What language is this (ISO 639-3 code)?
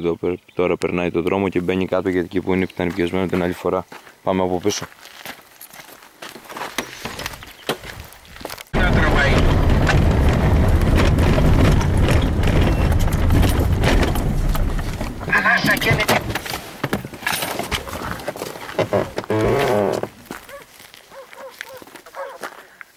ell